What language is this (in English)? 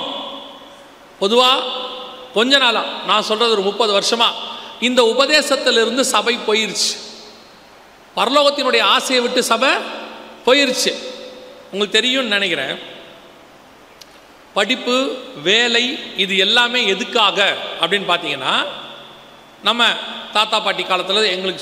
Tamil